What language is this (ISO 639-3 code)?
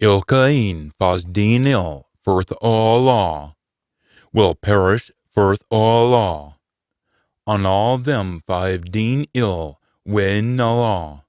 sco